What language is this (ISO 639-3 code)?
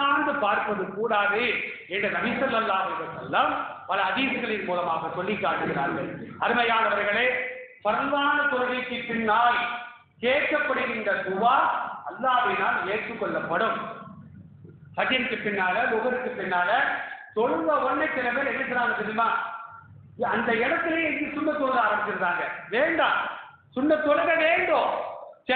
tam